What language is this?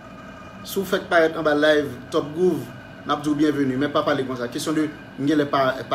Haitian Creole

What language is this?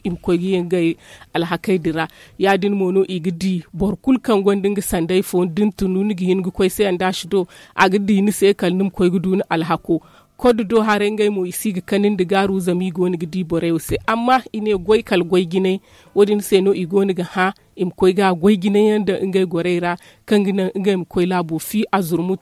Zarma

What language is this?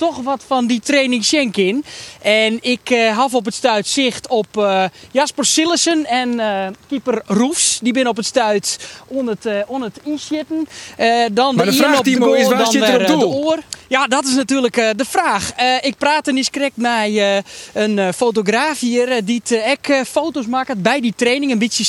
Western Frisian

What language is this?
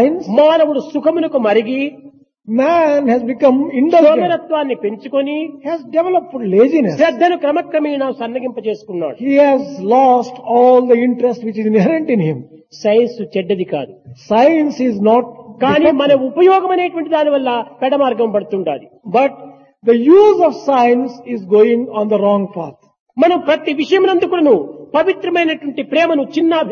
Telugu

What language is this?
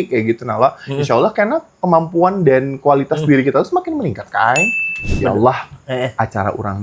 Banjar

